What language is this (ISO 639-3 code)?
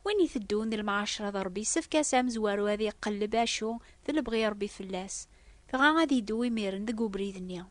kab